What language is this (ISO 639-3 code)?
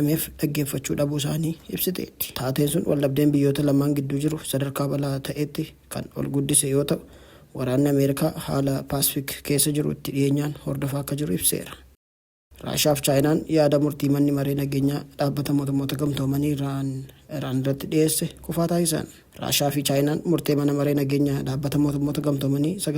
orm